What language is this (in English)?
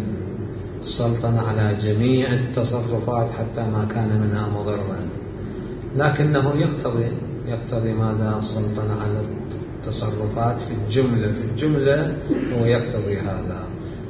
Mesopotamian Arabic